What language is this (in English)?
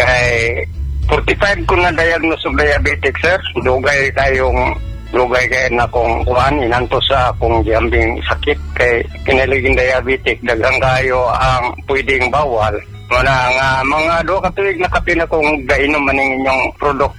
Cebuano